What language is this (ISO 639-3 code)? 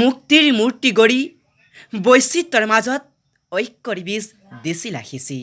asm